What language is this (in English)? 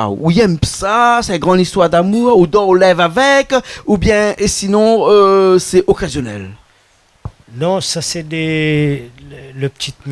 Réunion Creole French